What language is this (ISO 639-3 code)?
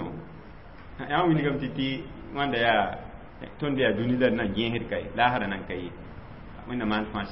mos